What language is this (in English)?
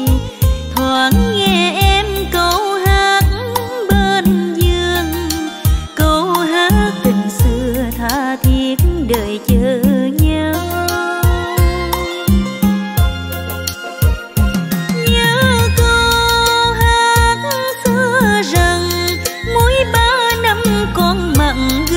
Vietnamese